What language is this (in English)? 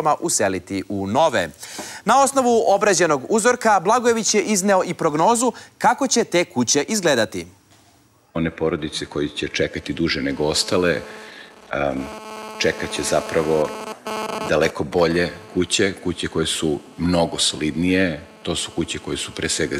Serbian